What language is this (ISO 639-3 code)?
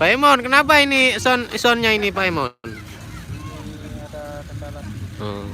sas